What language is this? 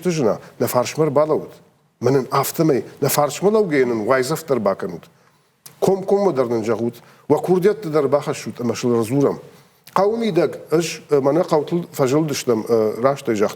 Ossetic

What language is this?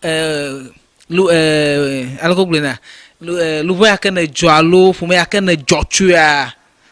Ewe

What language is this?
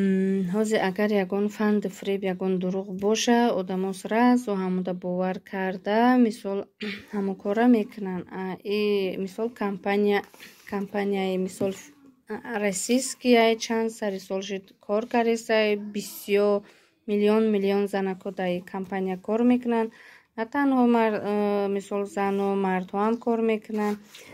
Tajik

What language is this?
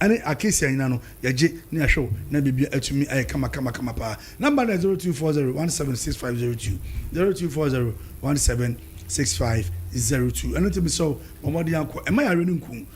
Akan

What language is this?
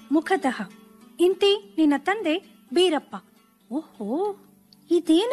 Kannada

